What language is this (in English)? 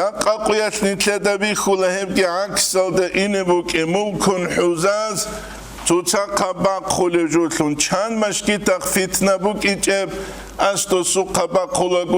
Avaric